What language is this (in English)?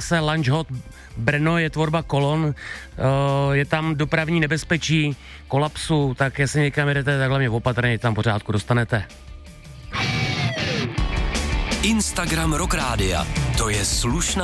Czech